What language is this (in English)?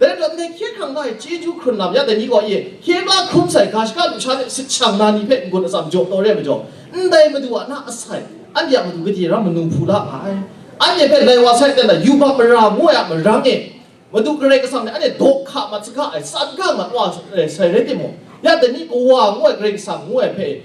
Kachin